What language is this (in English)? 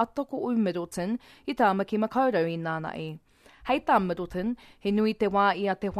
Māori